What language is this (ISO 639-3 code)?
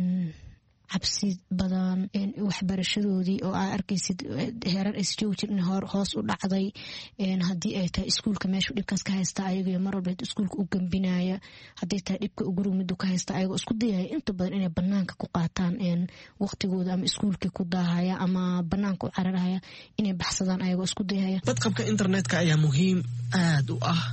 som